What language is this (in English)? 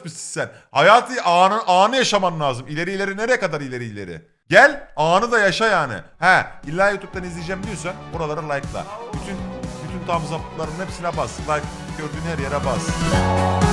Turkish